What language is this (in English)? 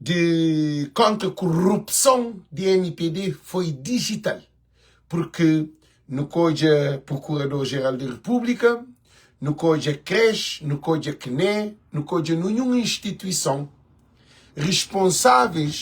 Kabuverdianu